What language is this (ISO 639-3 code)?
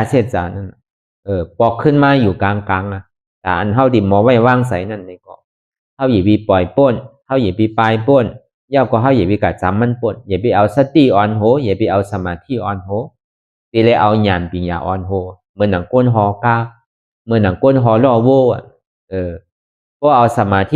shn